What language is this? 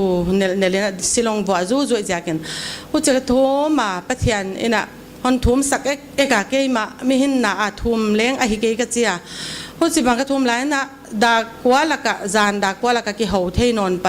Paite Chin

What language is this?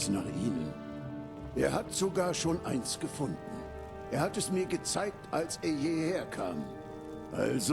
Bavarian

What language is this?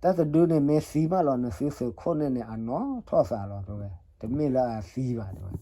S'gaw Karen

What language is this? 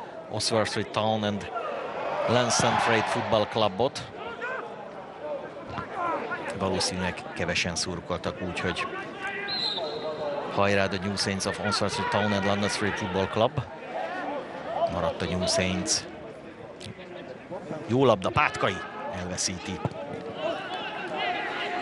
Hungarian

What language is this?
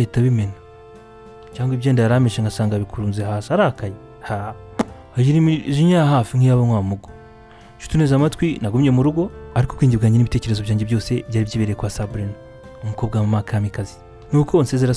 Kinyarwanda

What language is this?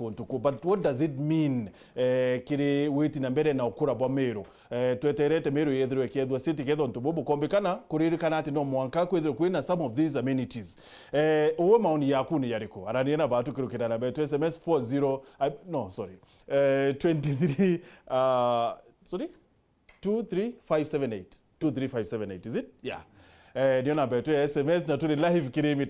Meru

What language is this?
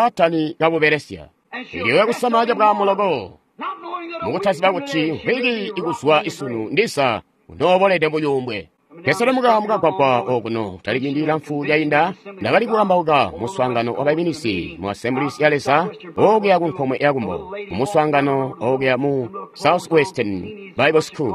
Tonga (Zambia)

